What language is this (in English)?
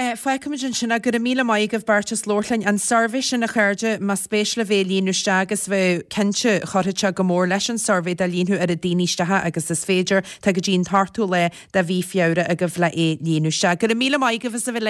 Irish